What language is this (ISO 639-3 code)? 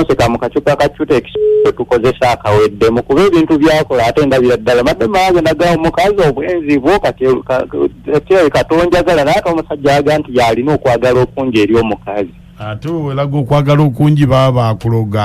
lug